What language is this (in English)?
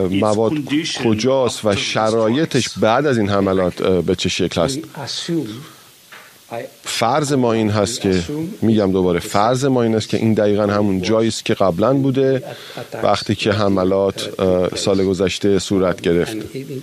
Persian